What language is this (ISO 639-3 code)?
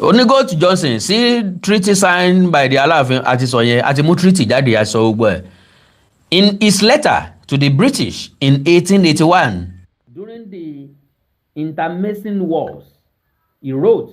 yor